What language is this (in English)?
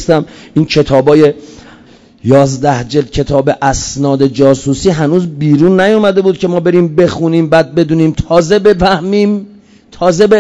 Persian